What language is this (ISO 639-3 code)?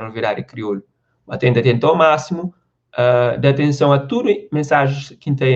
kea